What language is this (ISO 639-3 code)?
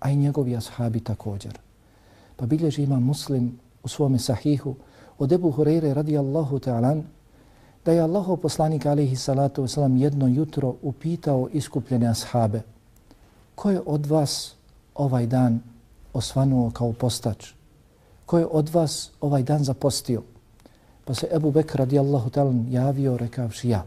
bos